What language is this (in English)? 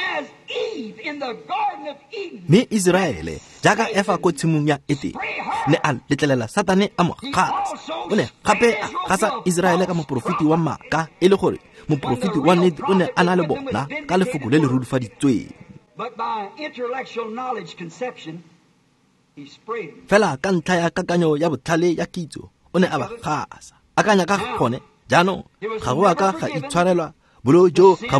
Tswana